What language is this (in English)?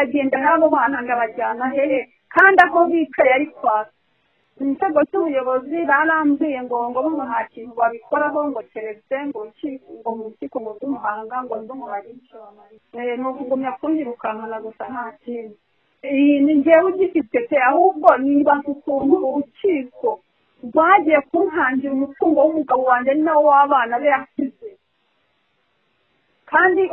Kinyarwanda